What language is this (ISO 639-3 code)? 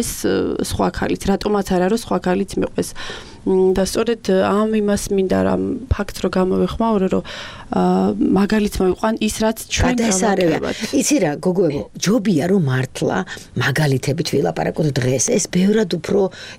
kat